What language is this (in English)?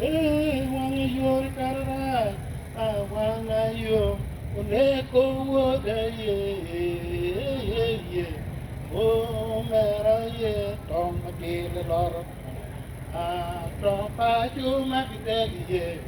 Acoli